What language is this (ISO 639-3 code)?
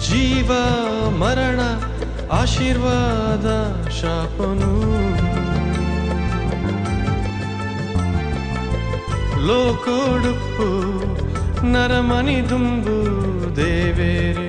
kan